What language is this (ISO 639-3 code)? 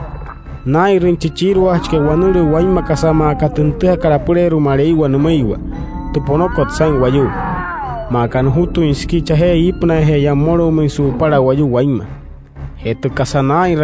guc